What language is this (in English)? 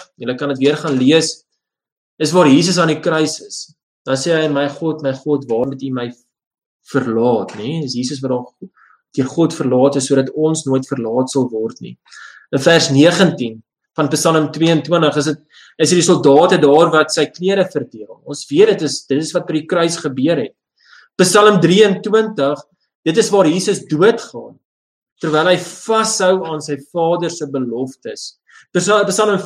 Afrikaans